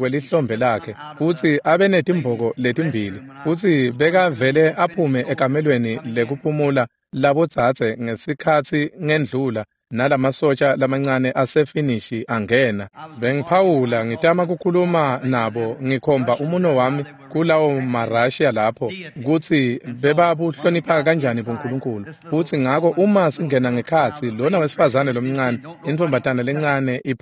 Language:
Swati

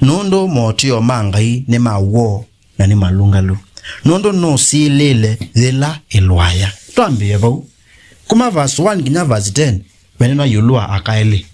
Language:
Kamba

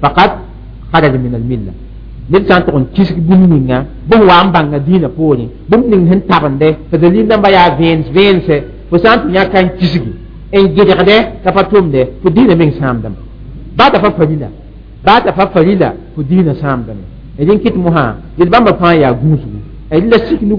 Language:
Mossi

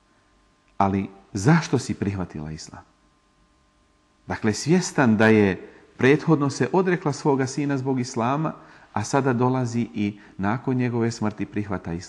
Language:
Bosnian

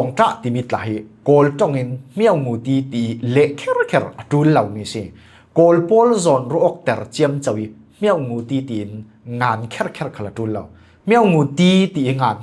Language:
Falam Chin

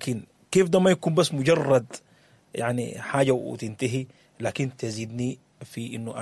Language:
Sudanese Arabic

